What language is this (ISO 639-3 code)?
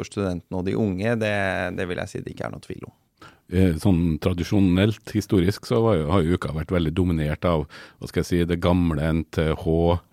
nor